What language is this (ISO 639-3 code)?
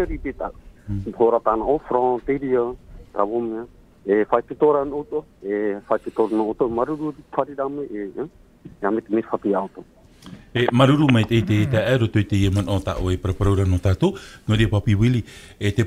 tah